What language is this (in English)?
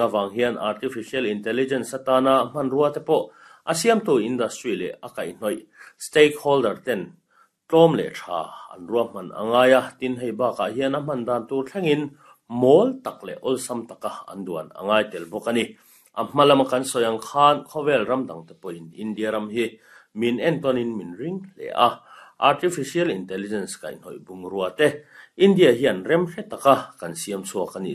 Mizo